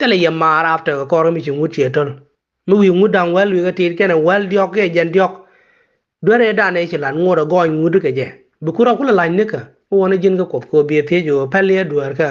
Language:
Nuer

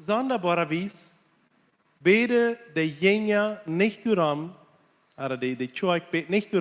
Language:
Plautdietsch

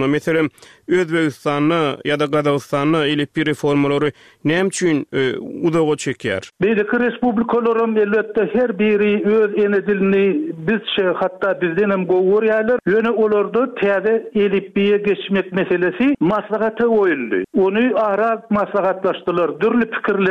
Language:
Turkmen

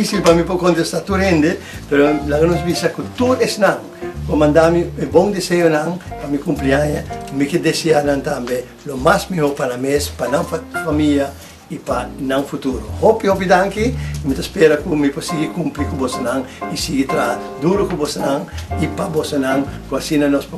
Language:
Papiamento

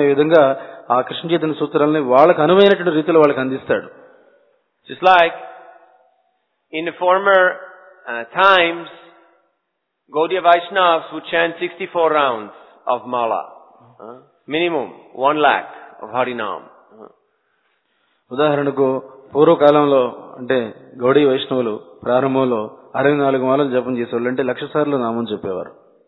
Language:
Telugu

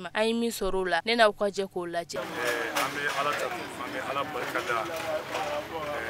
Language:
Bambara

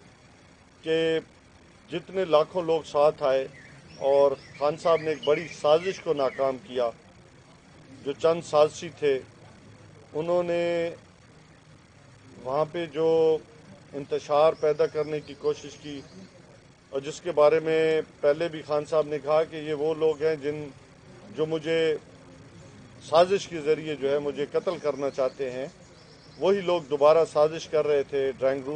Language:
Urdu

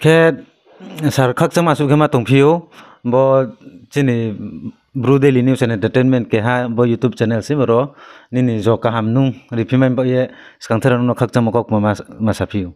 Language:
Riang (India)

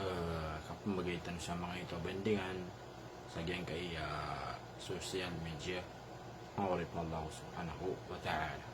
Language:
Maranao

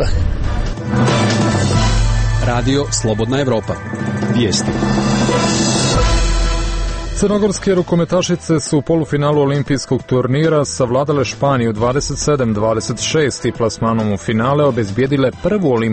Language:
Serbian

